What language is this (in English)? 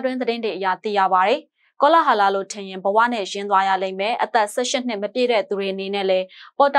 Burmese